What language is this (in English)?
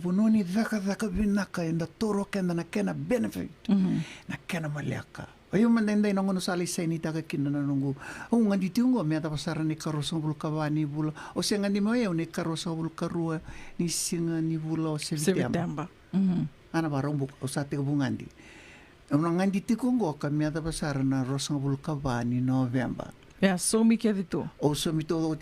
Fijian